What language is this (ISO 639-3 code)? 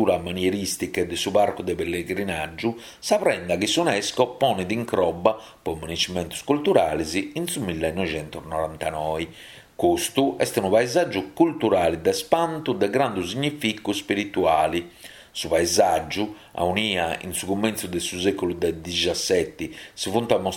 srd